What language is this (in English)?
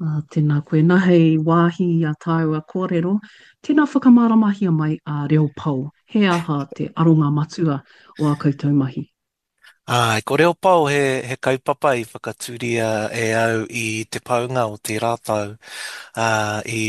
Māori